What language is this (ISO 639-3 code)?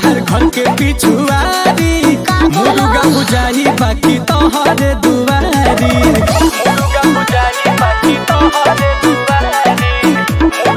bho